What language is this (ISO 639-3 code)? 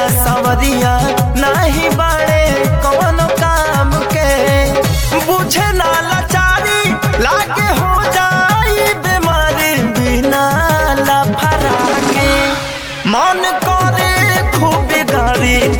bho